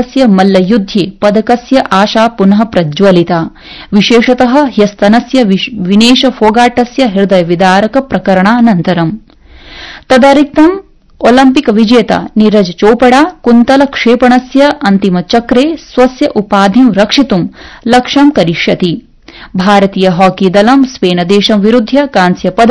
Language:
Sanskrit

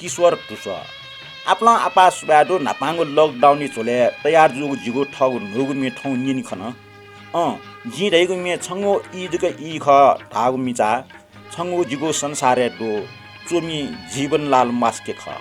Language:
Newari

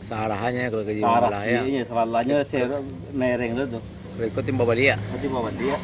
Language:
Minangkabau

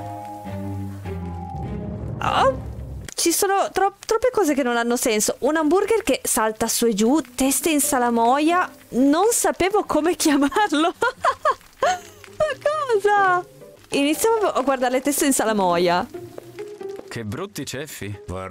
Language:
Italian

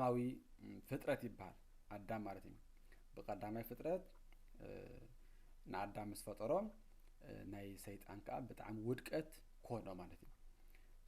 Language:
Tigrinya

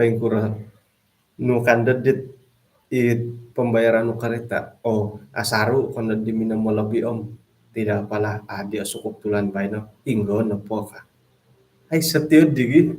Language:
Central Dusun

